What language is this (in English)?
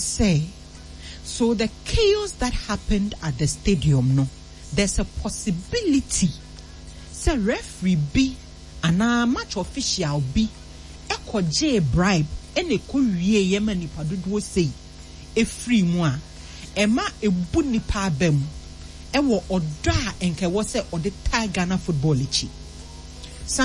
Akan